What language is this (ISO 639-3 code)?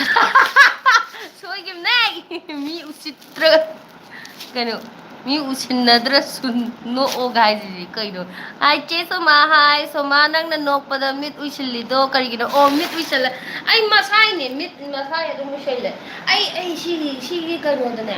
mni